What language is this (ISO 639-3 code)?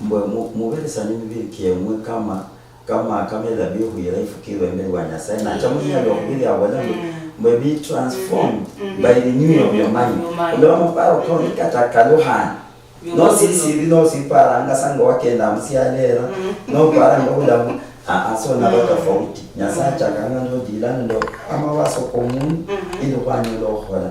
luy